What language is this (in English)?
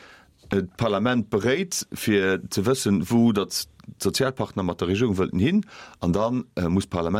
Luxembourgish